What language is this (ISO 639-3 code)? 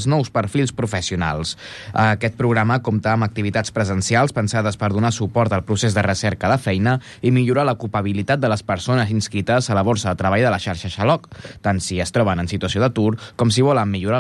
cat